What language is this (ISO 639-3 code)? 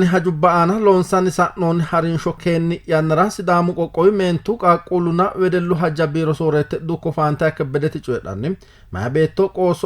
sid